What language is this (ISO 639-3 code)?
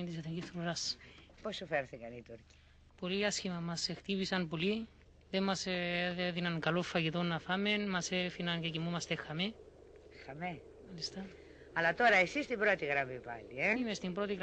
ell